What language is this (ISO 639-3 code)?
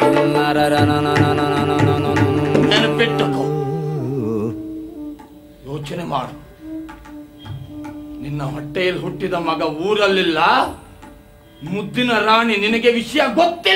kan